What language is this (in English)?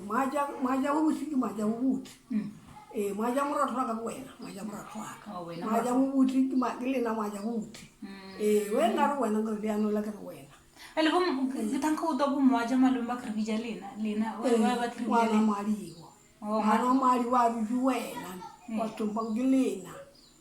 Northern Sotho